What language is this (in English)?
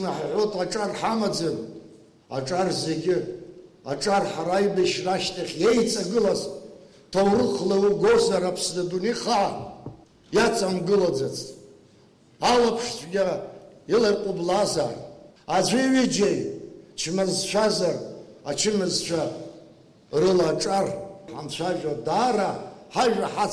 Abkhazian